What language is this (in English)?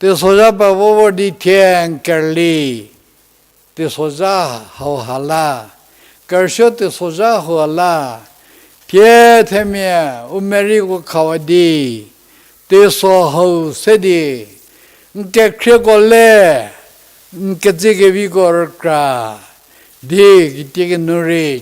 Angami Naga